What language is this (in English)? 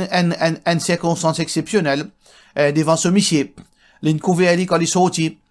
Morisyen